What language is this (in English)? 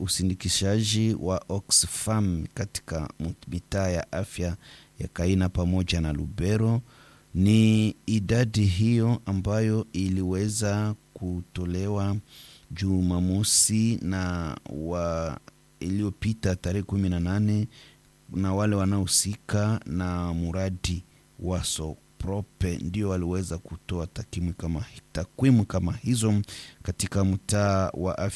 Swahili